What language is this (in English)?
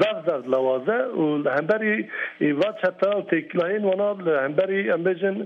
Kurdish